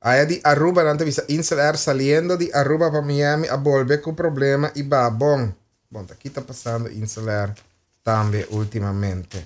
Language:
Papiamento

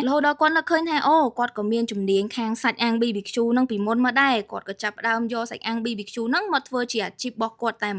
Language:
Khmer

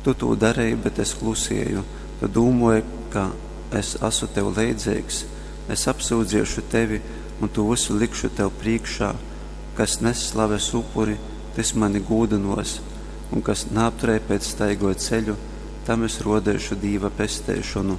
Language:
Latgalian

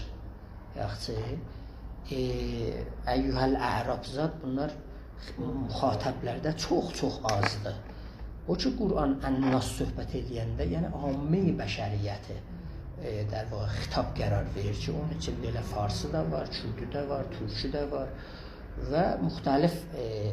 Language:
South Azerbaijani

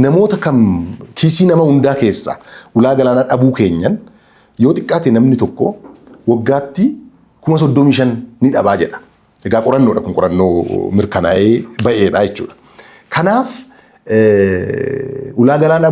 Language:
Oromo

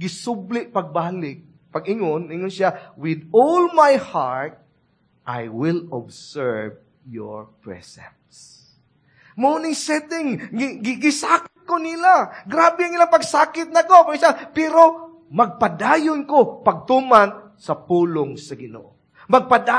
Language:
Cebuano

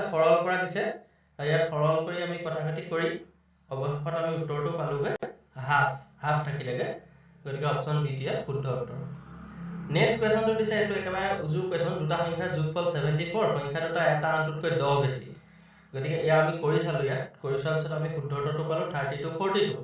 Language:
Assamese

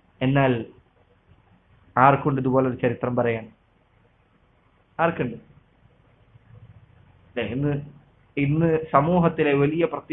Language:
Malayalam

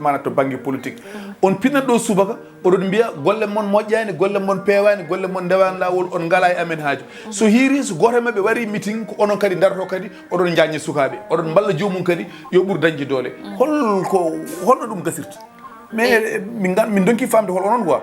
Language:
Fula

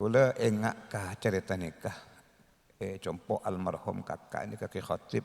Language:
Madurese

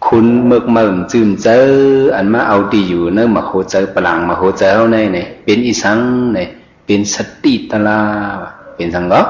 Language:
Shan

